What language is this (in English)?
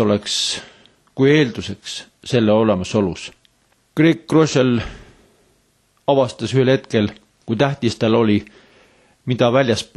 Estonian